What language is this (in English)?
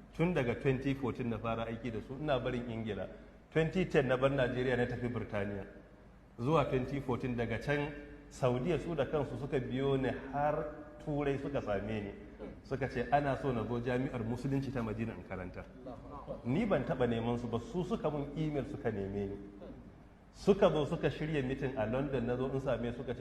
Hausa